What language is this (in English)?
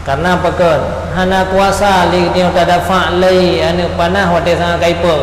Achinese